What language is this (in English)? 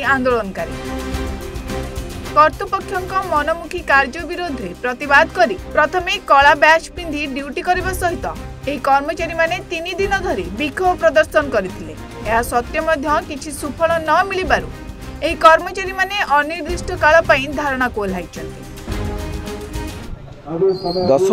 Odia